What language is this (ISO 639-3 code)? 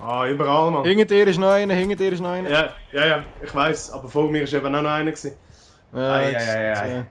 gsw